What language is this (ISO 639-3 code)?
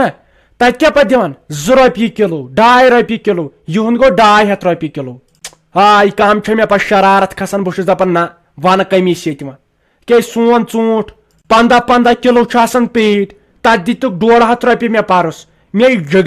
kas